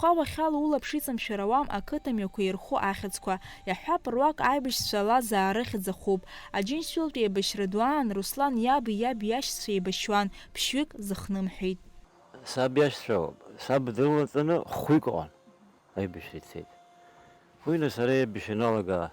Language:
Abkhazian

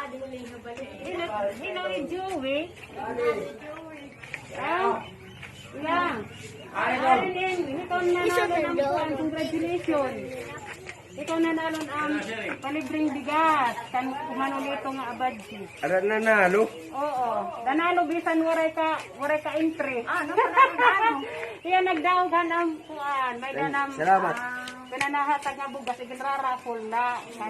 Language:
Waray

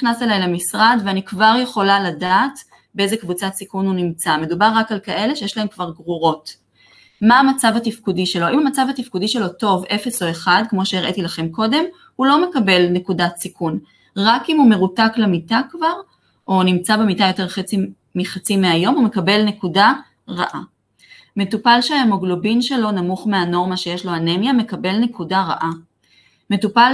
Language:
Hebrew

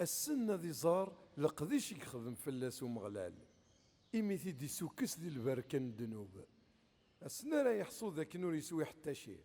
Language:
Kabyle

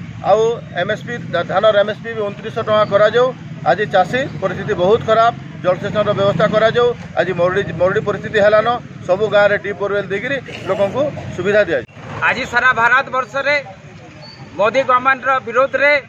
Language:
Odia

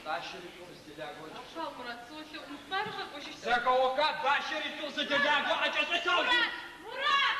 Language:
Adyghe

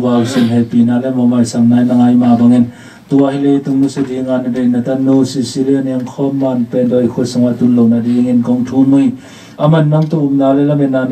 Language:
Tedim Chin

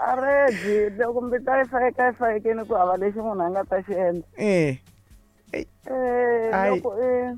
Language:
Tsonga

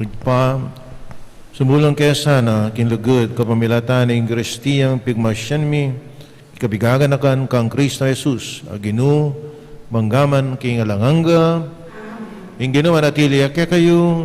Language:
Pampanga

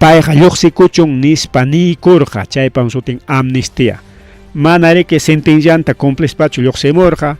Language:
Ayacucho Quechua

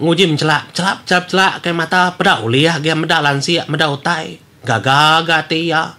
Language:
Iban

